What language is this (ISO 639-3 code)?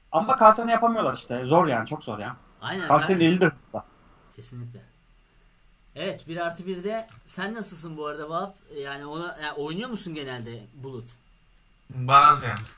tur